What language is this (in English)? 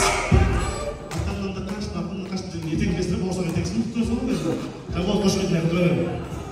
Kazakh